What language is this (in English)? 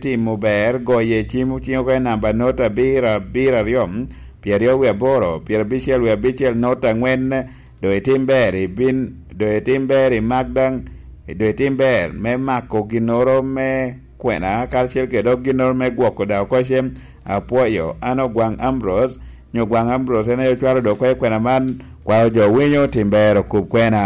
Lango (Uganda)